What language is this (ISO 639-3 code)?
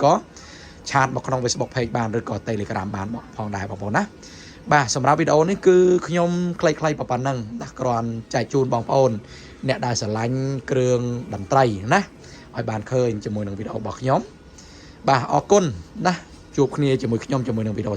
khm